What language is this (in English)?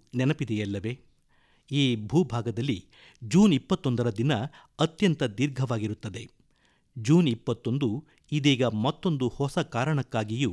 Kannada